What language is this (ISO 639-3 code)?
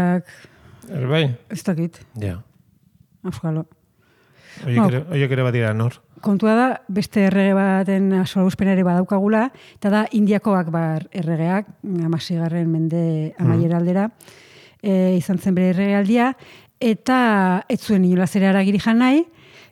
eus